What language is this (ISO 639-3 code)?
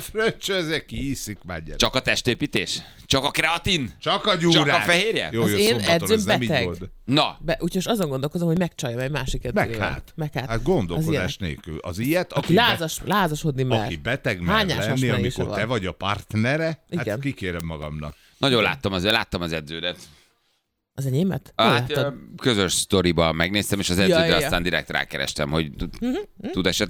hun